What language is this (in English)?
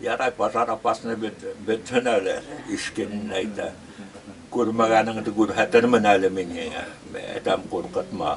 Bashkir